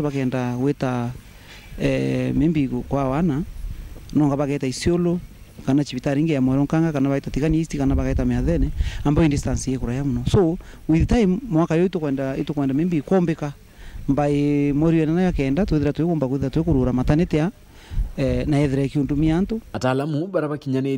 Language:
Meru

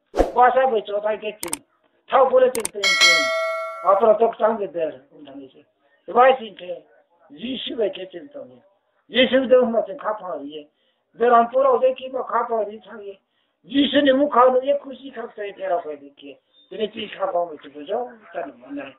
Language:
Riang (India)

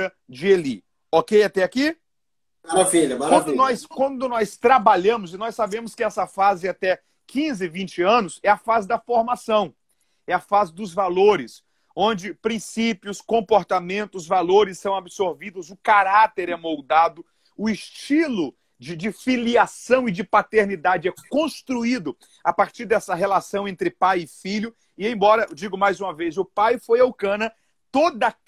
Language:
Portuguese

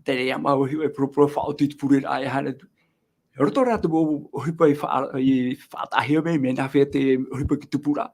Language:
Tahitian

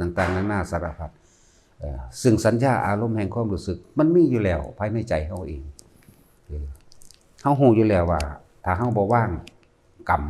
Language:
Northeastern Thai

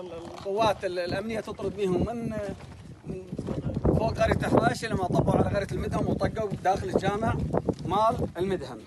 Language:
Mesopotamian Arabic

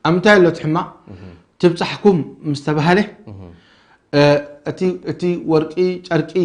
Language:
Tigrinya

